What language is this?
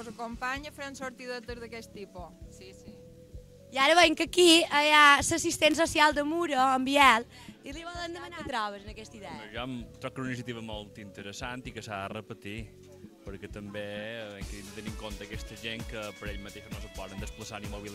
Catalan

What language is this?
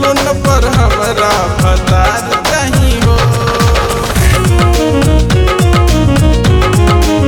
Bhojpuri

